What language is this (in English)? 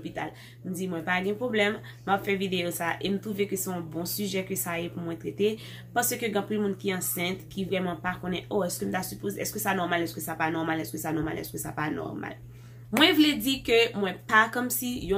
Haitian Creole